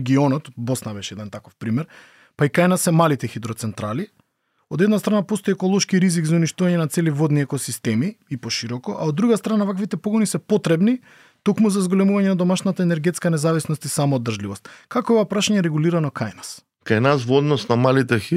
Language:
Macedonian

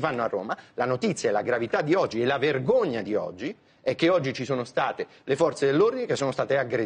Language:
Italian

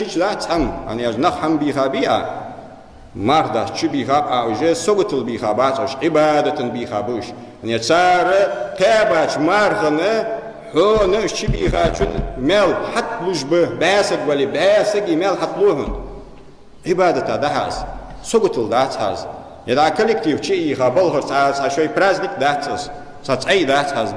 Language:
Ingush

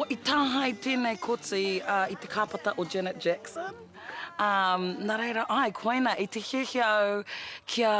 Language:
Māori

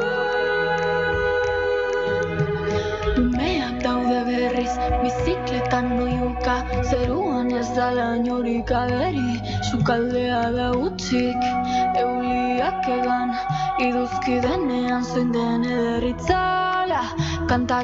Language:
Basque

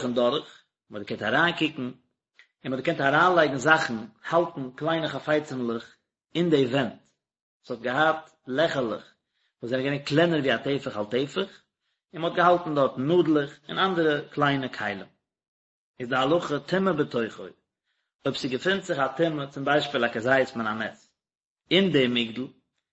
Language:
Yiddish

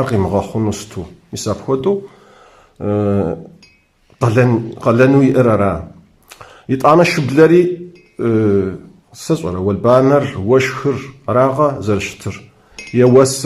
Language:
Kabardian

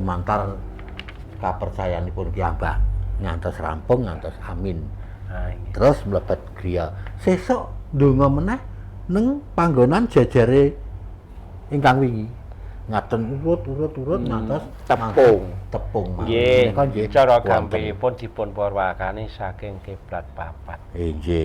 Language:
Javanese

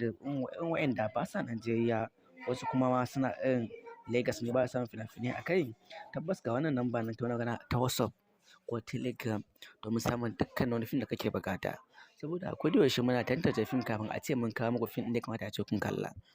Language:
Hausa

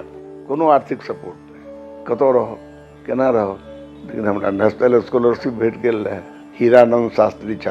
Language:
Maithili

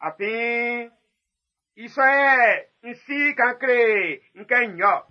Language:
Baoulé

